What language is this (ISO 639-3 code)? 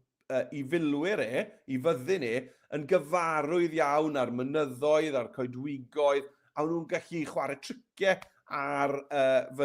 cym